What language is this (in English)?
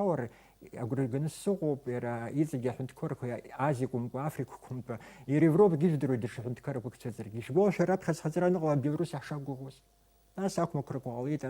Abkhazian